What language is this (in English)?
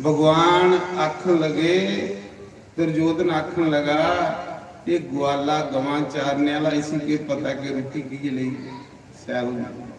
Dogri